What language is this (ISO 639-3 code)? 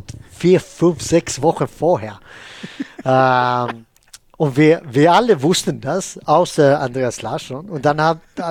deu